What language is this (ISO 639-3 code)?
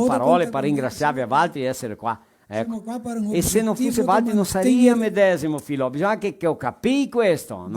vec